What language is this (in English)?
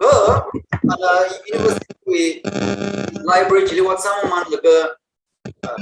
Tangkhul Naga (India)